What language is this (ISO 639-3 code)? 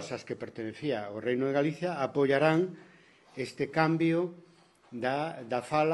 glg